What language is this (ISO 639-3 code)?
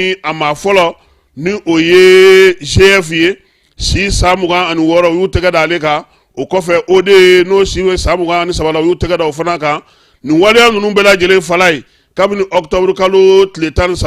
bam